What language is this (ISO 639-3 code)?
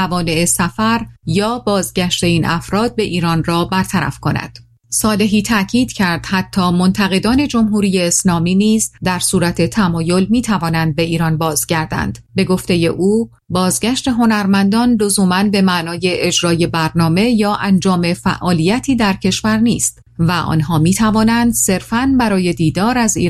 fas